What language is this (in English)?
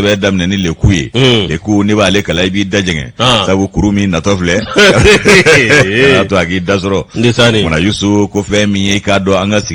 Bambara